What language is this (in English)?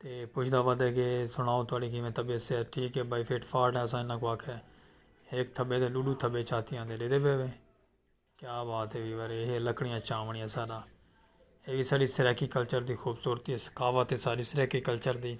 Saraiki